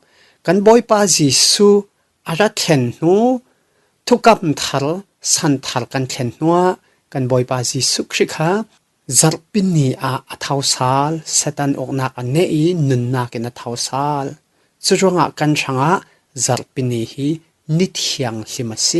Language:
Falam Chin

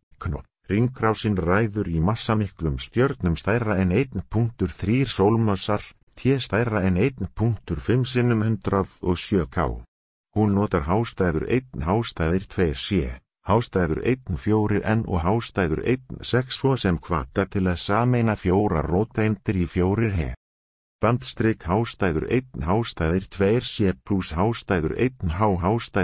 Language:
Icelandic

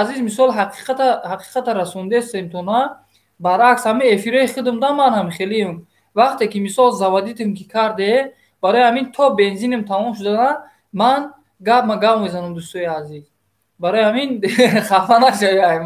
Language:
Tajik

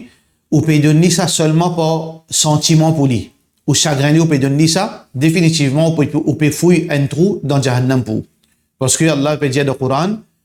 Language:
Morisyen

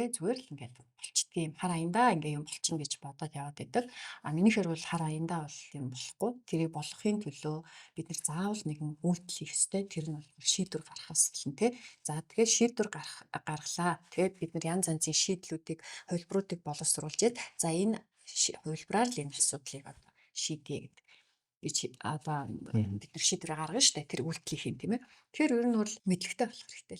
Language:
Mongolian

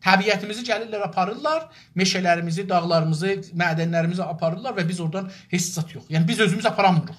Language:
South Azerbaijani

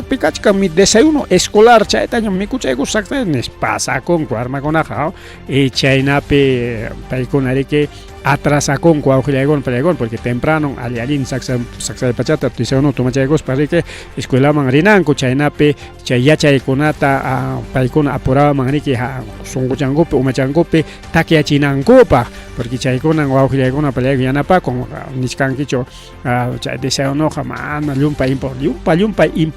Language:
Ayacucho Quechua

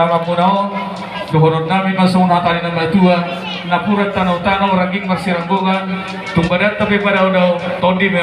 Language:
Batak Toba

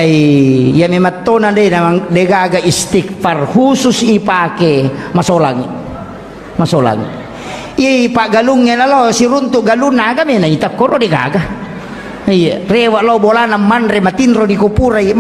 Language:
Buginese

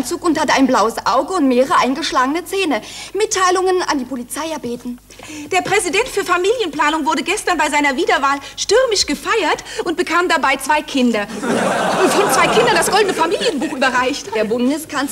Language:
German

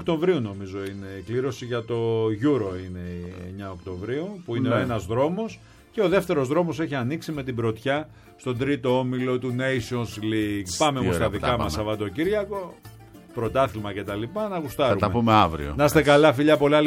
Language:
Greek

